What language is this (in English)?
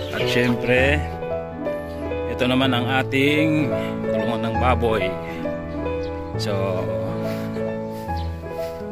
Filipino